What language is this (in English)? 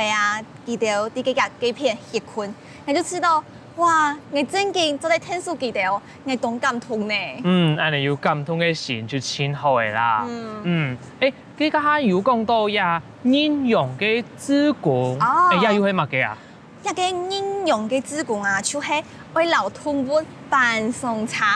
Hakka Chinese